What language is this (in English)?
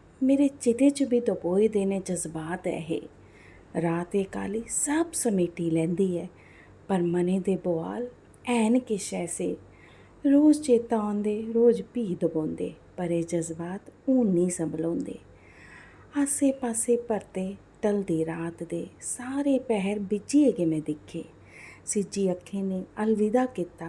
Dogri